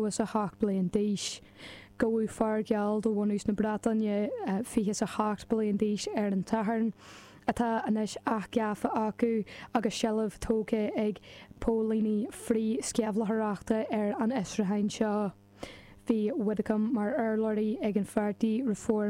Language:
Irish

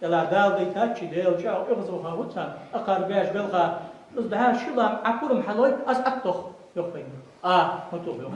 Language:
Ingush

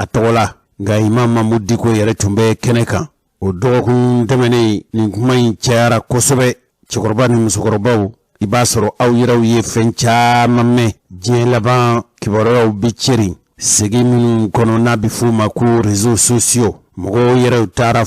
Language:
Bambara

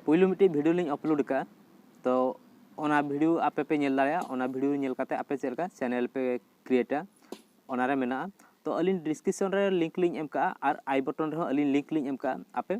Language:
Santali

